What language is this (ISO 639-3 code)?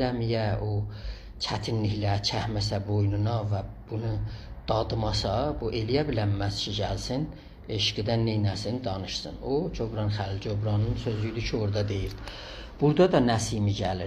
azb